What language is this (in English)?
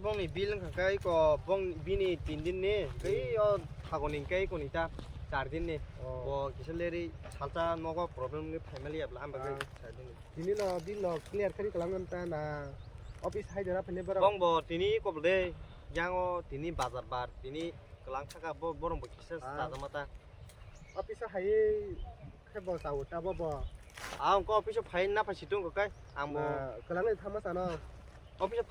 Kok Borok